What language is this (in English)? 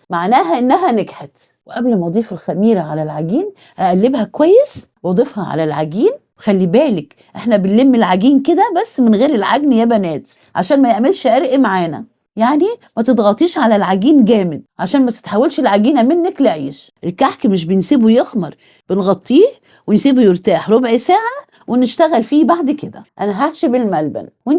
Egyptian Arabic